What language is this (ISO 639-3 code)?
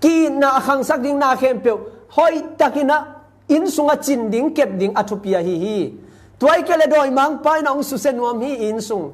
ctd